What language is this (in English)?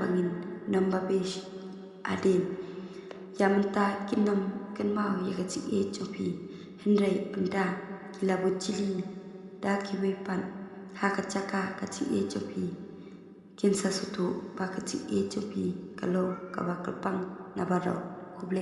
Khasi